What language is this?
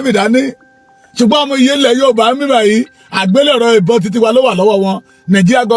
Yoruba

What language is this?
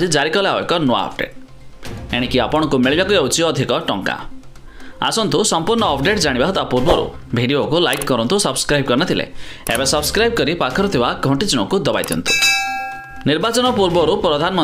Odia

